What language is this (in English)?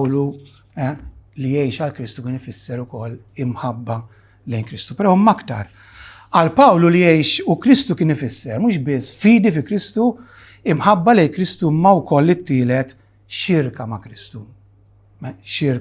Maltese